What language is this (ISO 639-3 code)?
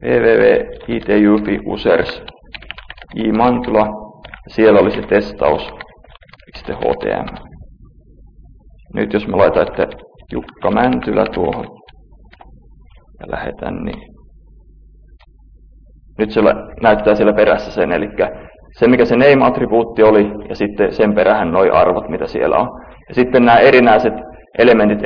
fin